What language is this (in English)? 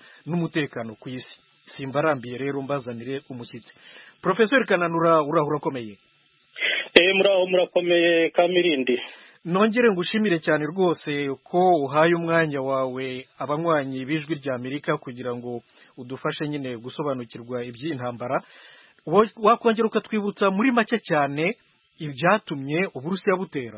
Kinyarwanda